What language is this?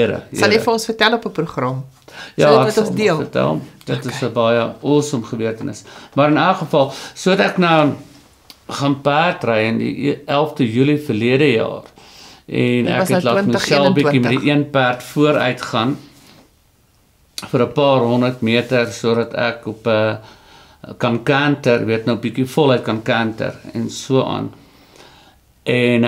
Afrikaans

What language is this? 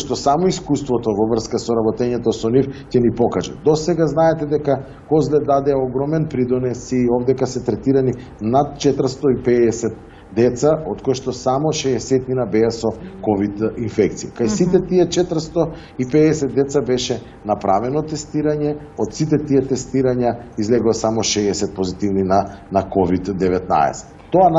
Macedonian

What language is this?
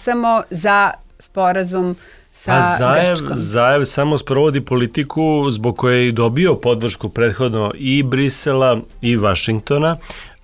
Serbian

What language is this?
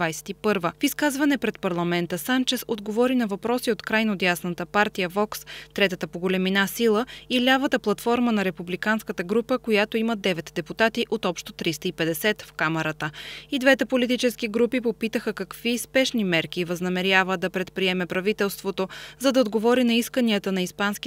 Bulgarian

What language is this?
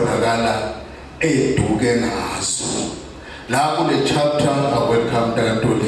Zulu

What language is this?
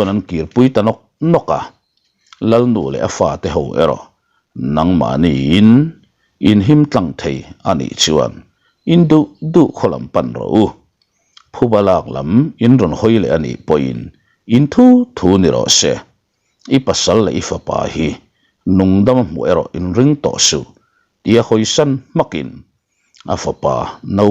Mizo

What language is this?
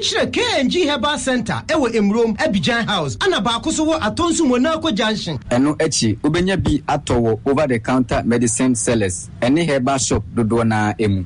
Akan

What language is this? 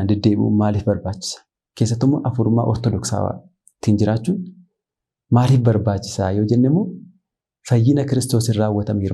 Oromo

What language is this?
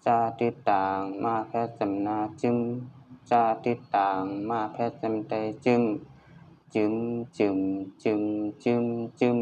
Shan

